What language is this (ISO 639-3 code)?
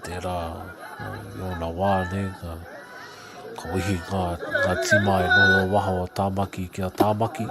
mri